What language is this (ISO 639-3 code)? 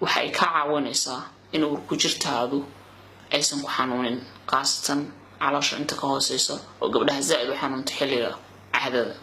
som